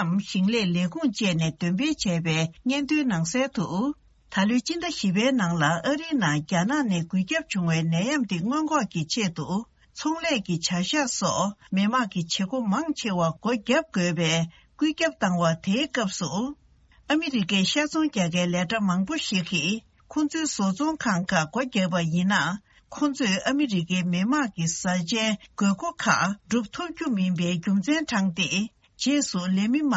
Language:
Tibetan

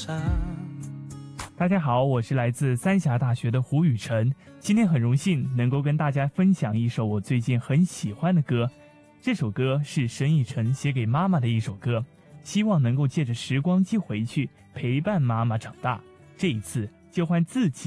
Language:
Chinese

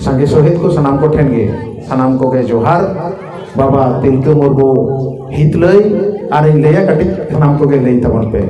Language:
Santali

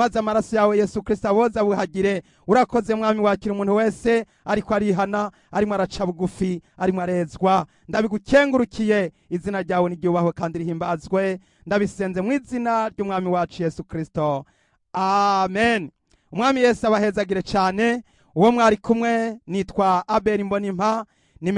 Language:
Rundi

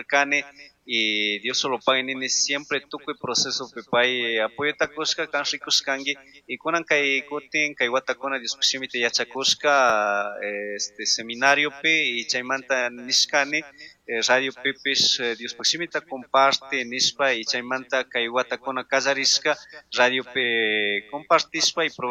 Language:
Chimborazo Highland Quichua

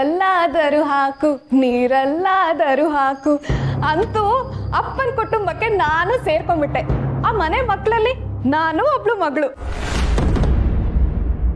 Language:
Kannada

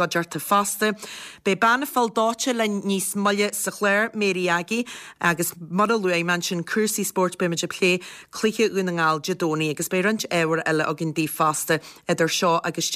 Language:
Irish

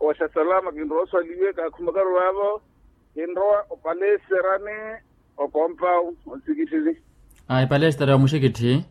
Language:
Makhuwa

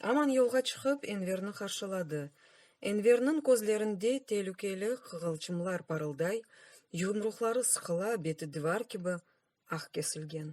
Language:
Crimean Tatar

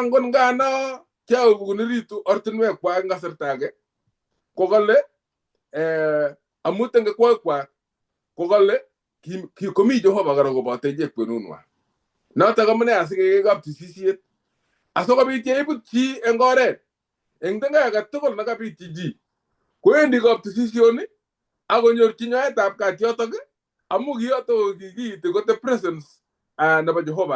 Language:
Kalenjin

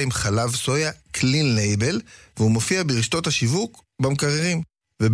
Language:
Hebrew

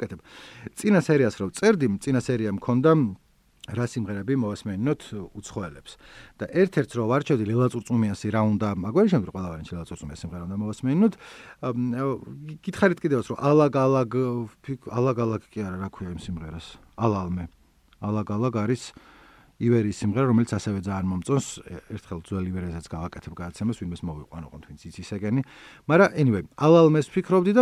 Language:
Georgian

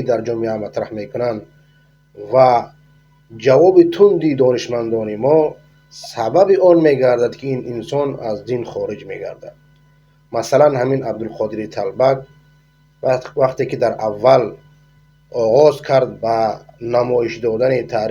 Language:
Persian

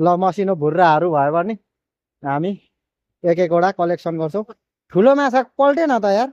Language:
Nepali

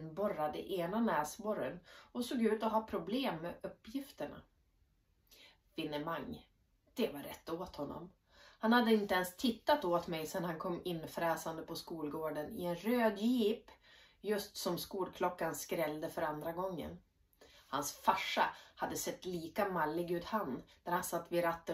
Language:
Swedish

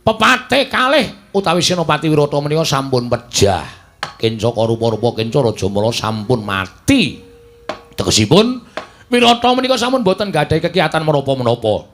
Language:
Javanese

